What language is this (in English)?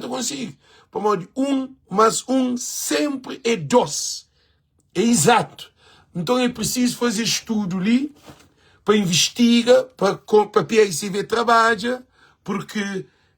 Kabuverdianu